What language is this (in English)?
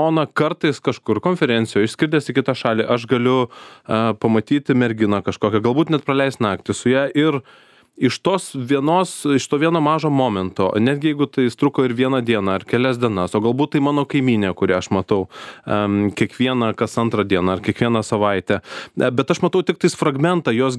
Lithuanian